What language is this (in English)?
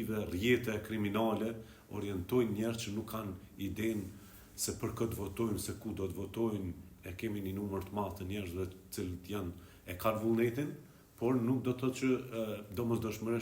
Albanian